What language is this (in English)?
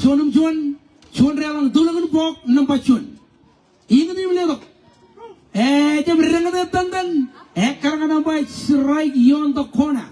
Marshallese